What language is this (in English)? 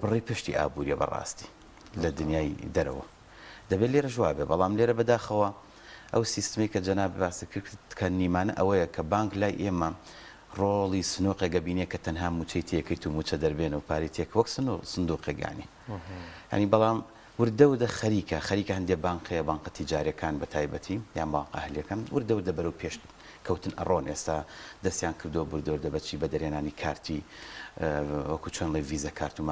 Central Kurdish